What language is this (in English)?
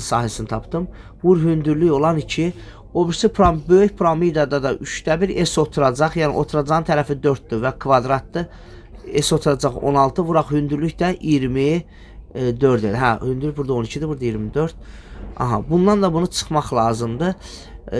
Azerbaijani